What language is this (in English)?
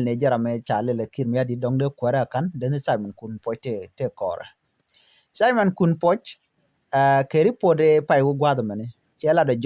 Nuer